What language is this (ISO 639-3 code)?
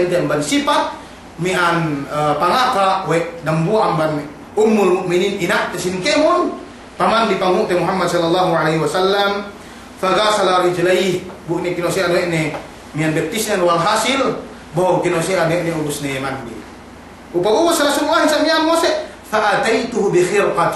yka